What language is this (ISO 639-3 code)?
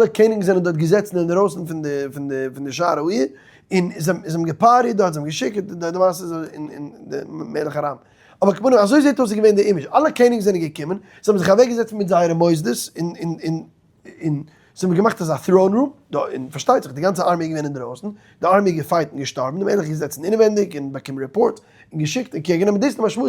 yid